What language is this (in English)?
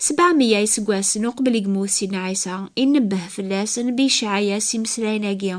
Kabyle